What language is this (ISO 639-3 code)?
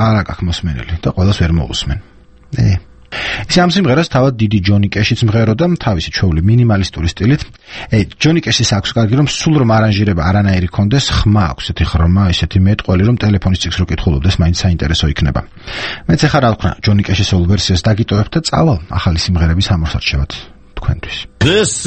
kat